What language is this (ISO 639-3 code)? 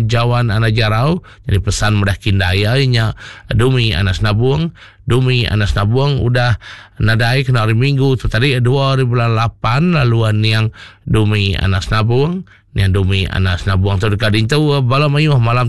iba